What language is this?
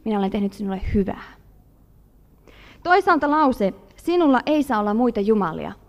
Finnish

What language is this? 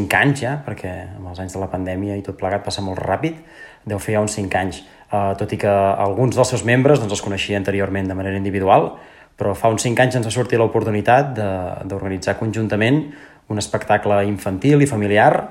Catalan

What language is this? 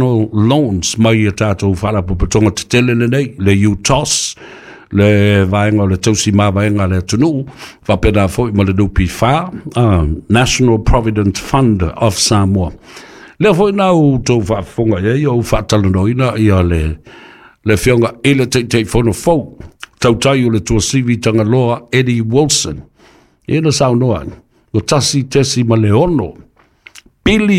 Samoan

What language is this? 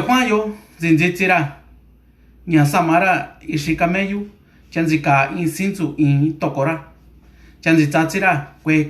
Mixtepec Mixtec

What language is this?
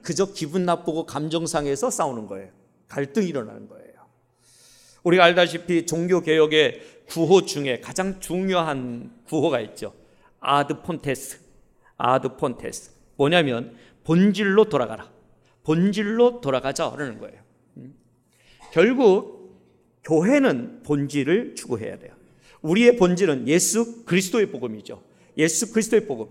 Korean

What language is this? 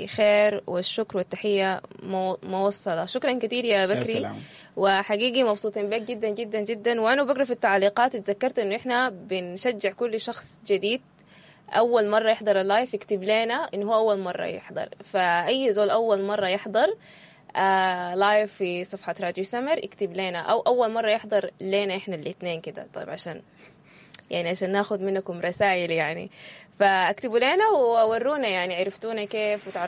Sudanese Arabic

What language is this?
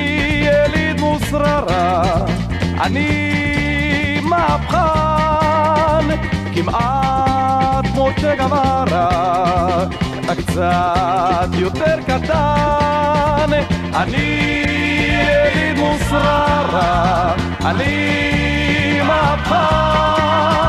Hebrew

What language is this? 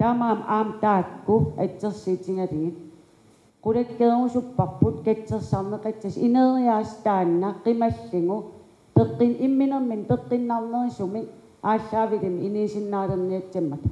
Kalaallisut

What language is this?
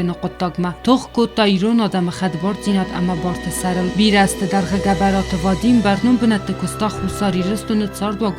Ossetic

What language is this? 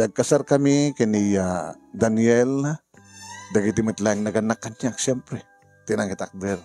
Iloko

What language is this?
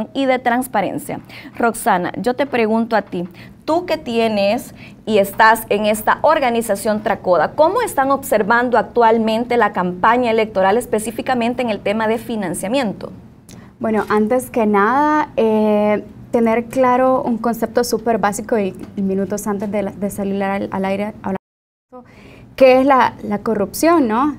Spanish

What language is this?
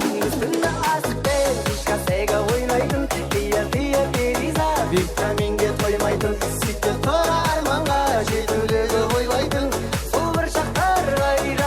Kara-Kalpak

